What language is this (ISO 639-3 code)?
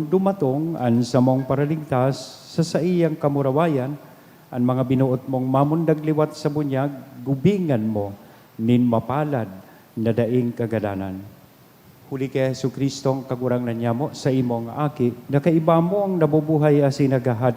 bik